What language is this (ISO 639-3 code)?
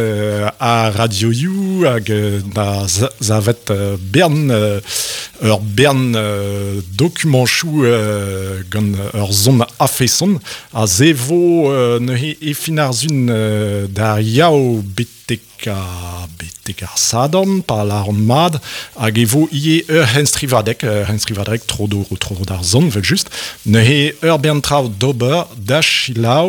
bre